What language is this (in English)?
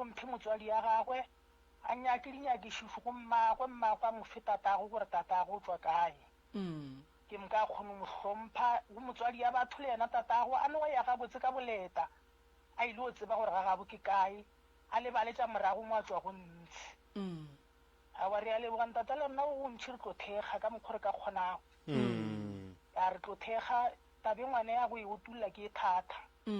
Northern Sotho